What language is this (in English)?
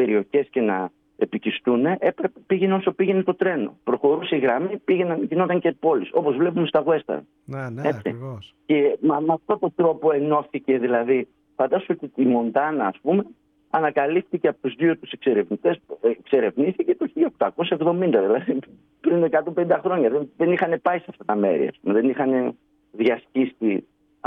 Greek